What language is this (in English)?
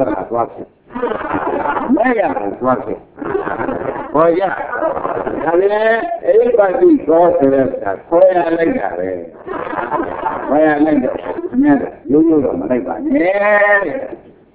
Burmese